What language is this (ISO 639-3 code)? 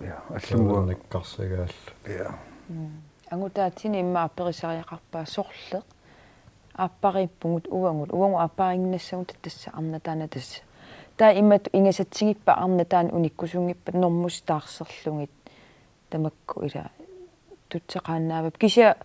kal